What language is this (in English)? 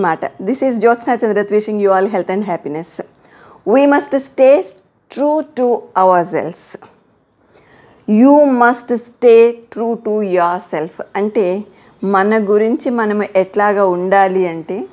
Telugu